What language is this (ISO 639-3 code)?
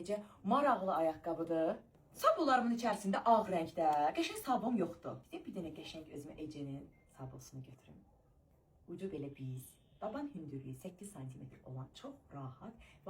aze